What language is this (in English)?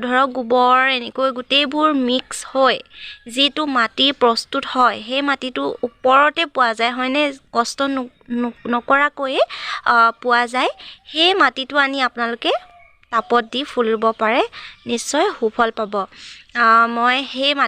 Assamese